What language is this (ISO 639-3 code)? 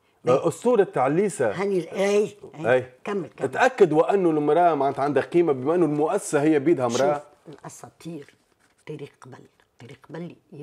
aeb